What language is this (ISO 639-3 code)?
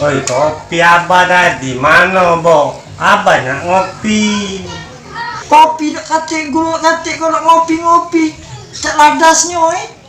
mui